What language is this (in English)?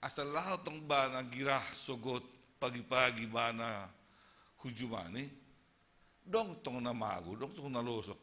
Batak Simalungun